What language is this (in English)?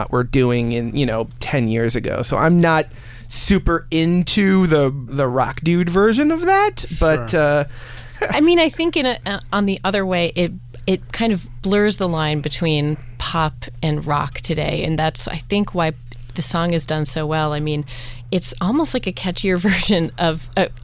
English